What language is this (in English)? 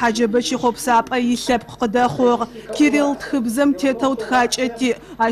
Adyghe